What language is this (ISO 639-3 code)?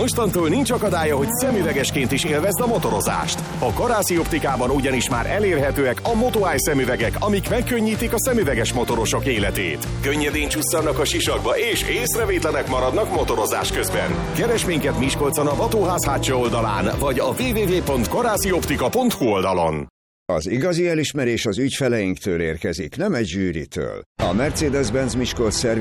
hun